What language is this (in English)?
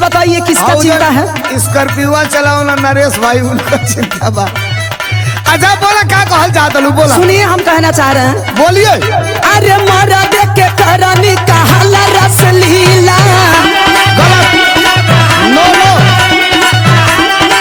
Bhojpuri